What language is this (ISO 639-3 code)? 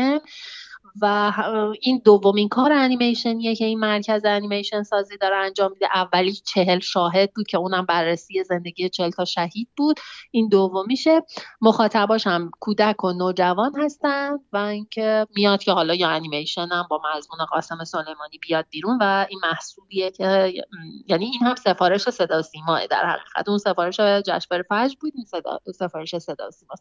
fas